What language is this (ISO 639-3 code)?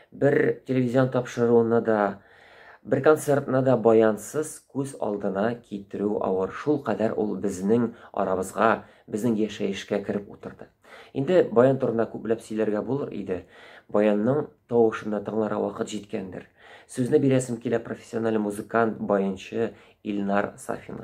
tat